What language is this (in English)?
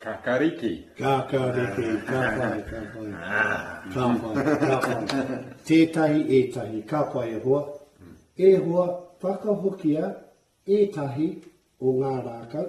Māori